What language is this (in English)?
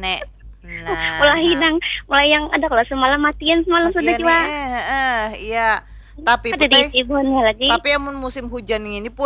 Banjar